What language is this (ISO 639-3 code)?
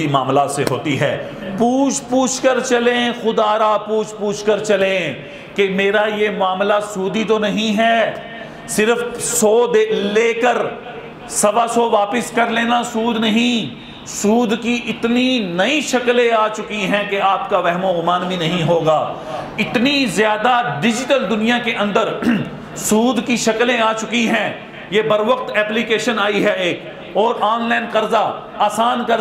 urd